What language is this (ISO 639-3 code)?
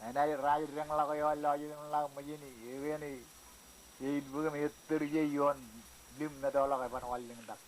mah